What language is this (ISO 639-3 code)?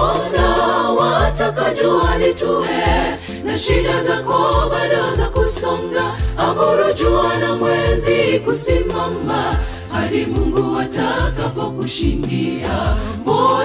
swa